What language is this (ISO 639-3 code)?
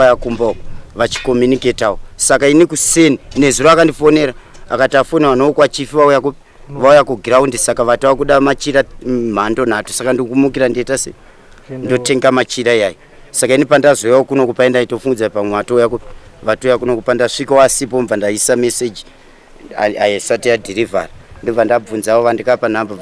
sna